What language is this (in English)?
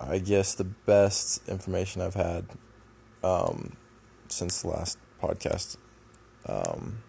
English